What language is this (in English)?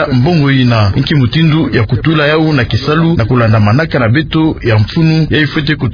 Kituba (Democratic Republic of Congo)